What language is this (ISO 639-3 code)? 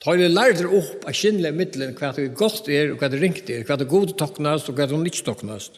fao